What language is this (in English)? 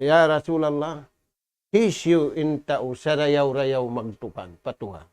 Tausug